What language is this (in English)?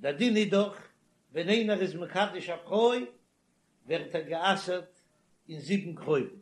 Yiddish